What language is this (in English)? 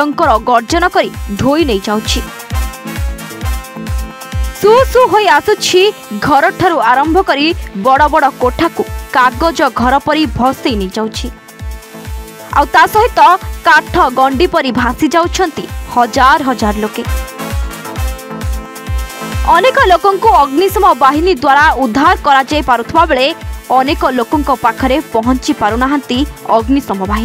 Odia